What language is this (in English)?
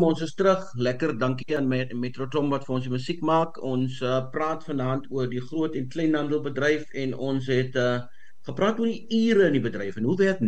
Afrikaans